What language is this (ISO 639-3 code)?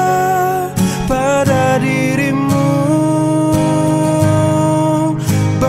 ind